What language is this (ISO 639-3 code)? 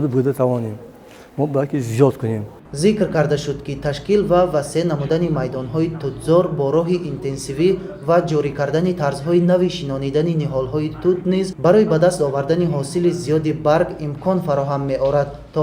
tgk